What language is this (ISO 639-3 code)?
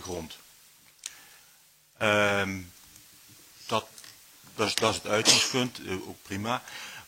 nld